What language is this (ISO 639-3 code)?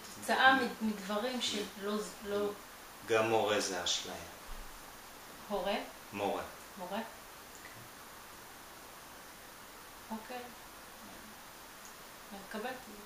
heb